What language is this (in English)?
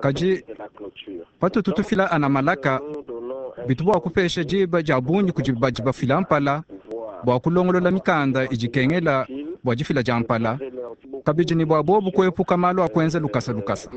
Luba-Lulua